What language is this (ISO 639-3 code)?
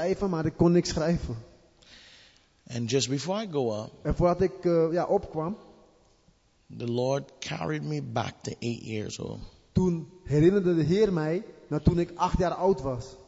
nld